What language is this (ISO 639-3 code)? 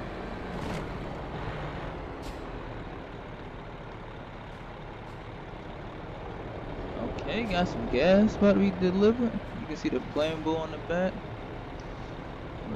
eng